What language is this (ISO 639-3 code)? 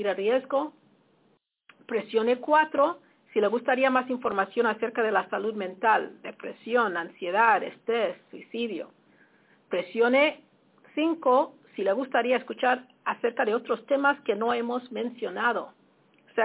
spa